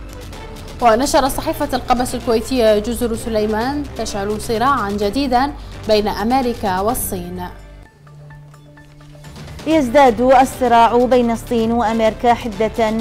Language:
Arabic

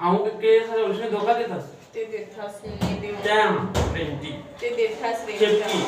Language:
Chhattisgarhi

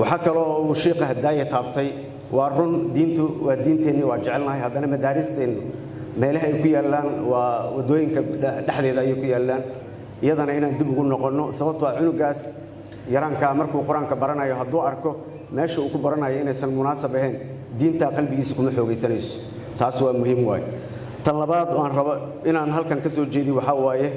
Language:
Somali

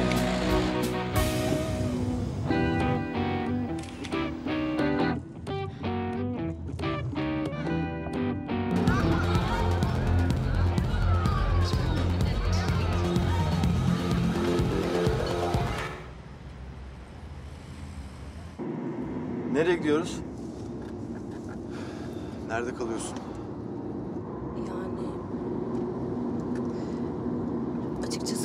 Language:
Turkish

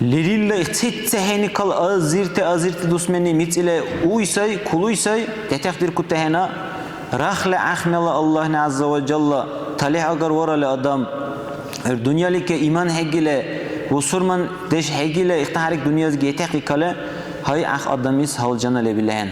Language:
Dargwa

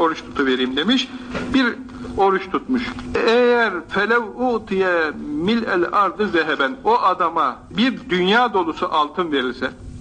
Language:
Turkish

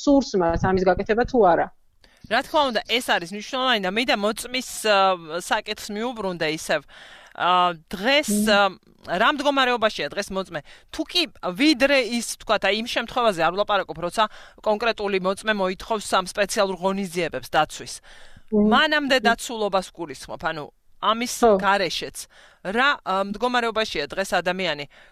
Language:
Georgian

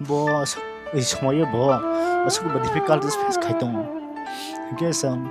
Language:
Kok Borok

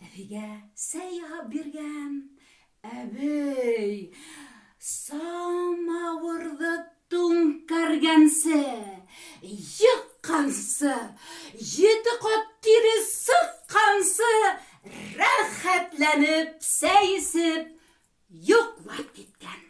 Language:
Bashkir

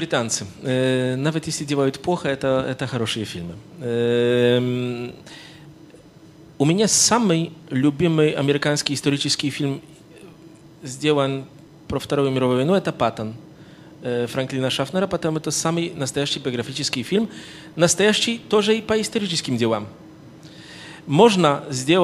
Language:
Russian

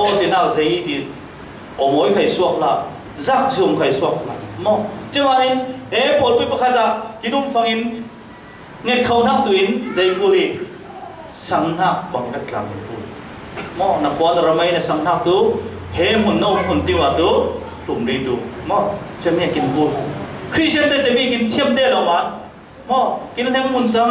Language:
Falam Chin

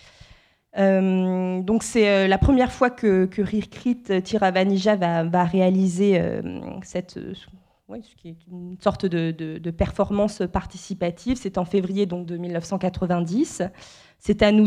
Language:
French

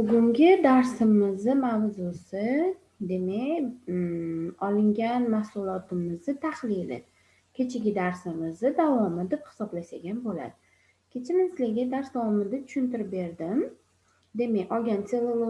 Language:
Uzbek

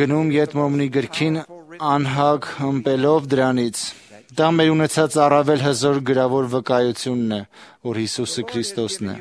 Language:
Armenian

